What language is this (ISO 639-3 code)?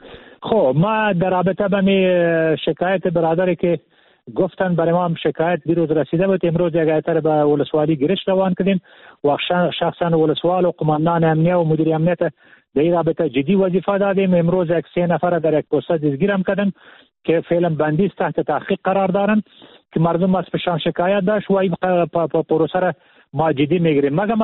fas